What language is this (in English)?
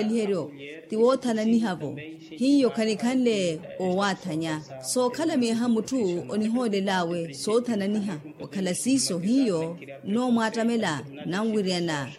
Makhuwa